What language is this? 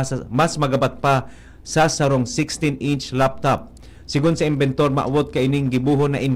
Bikol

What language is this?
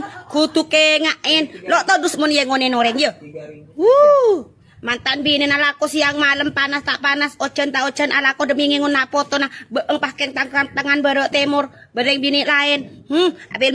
Madurese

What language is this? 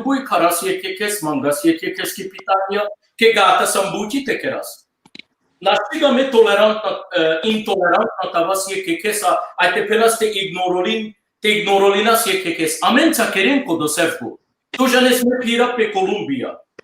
Balkan Romani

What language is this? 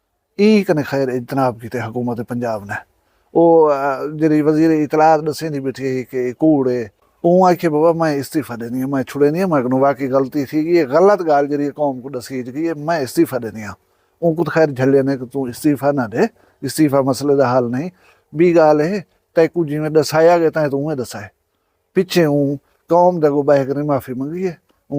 Saraiki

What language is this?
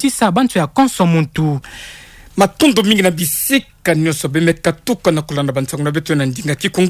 Kituba (Democratic Republic of Congo)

